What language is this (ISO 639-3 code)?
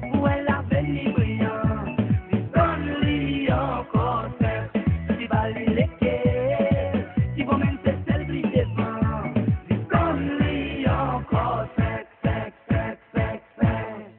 crs